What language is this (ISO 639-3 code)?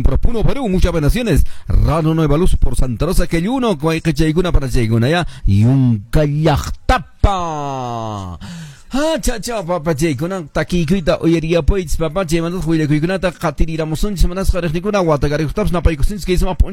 que